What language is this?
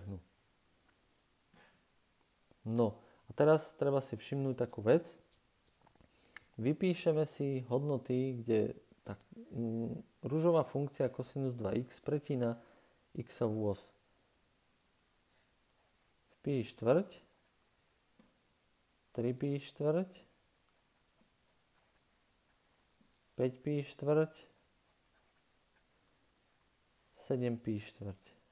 Slovak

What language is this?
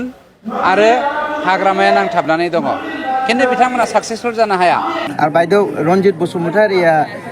Bodo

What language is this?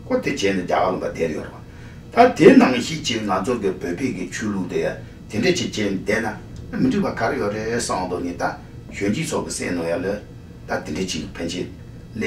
Tibetan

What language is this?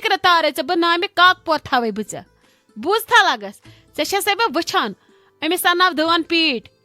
Kashmiri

